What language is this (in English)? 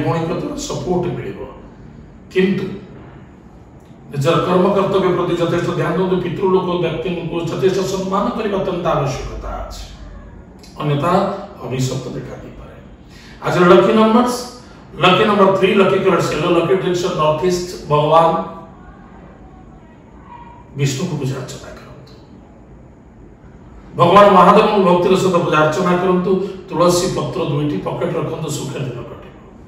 Odia